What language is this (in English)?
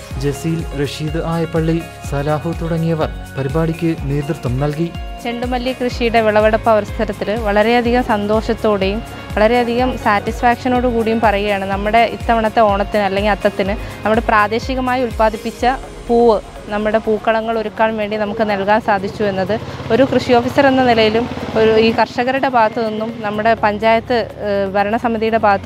Malayalam